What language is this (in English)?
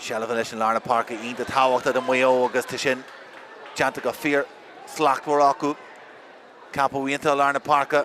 Irish